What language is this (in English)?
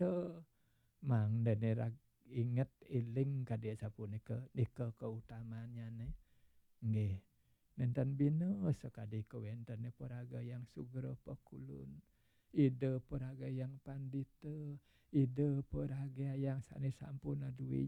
Balinese